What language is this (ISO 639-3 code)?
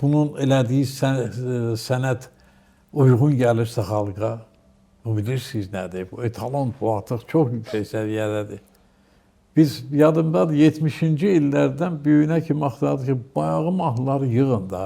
aze